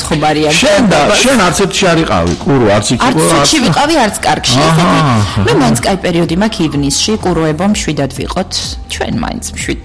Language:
Georgian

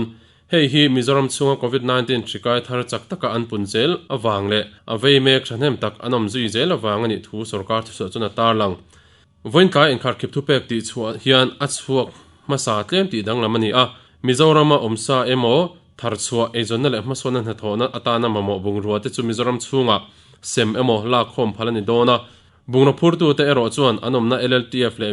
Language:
Mizo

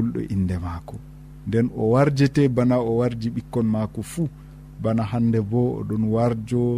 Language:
Nigerian Fulfulde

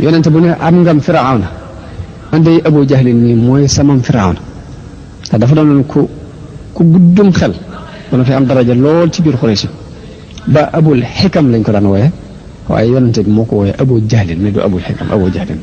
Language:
Wolof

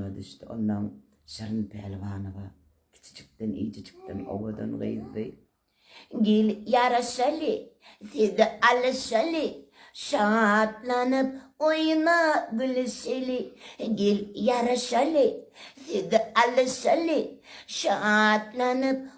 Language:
Turkmen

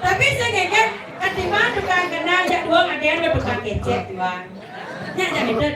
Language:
Balinese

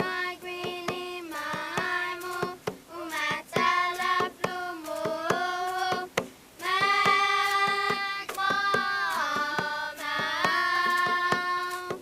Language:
Chamorro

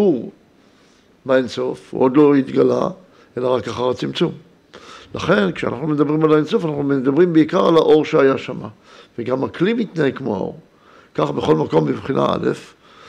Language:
Hebrew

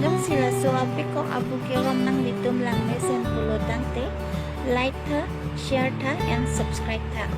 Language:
Karbi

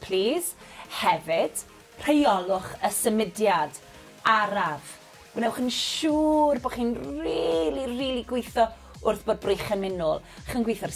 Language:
Welsh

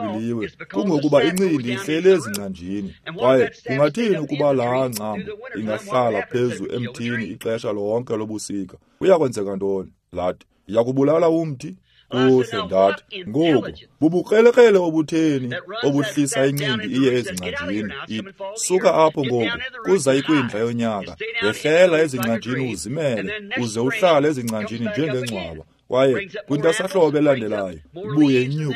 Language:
Xhosa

